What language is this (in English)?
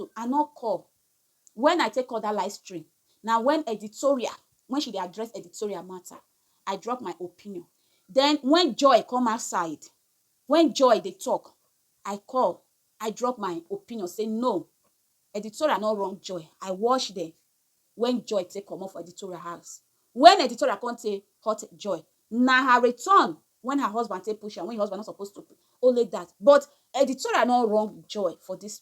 Nigerian Pidgin